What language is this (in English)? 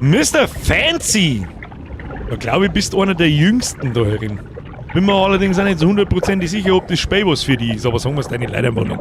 Bavarian